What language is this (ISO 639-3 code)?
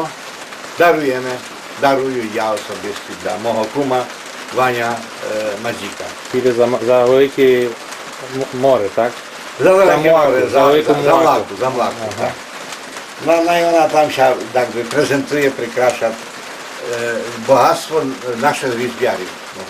rue